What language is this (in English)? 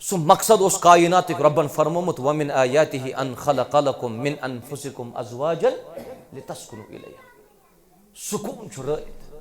Kashmiri